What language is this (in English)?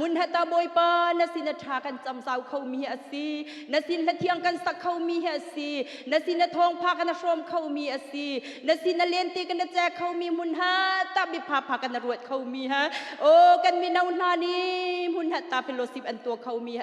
Hakha Chin